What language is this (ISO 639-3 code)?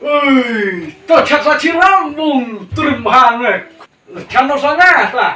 kha